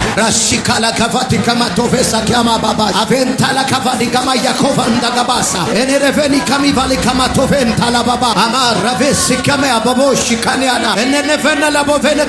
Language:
Amharic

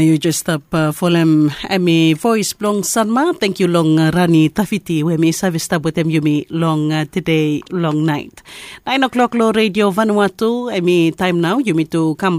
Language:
Bislama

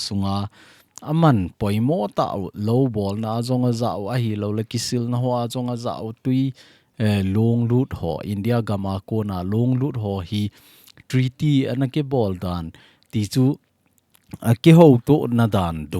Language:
Thado Chin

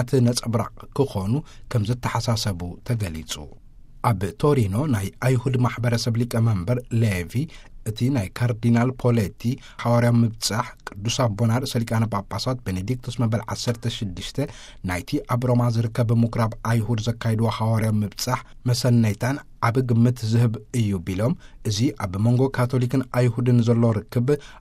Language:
Tigrinya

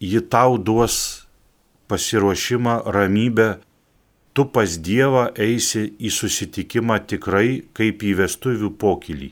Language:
Lithuanian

